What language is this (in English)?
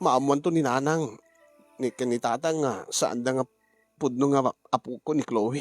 Iloko